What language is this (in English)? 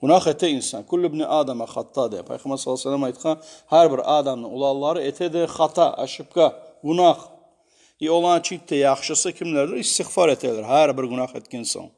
Kumyk